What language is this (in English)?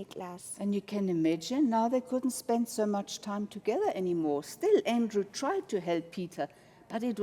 Zulu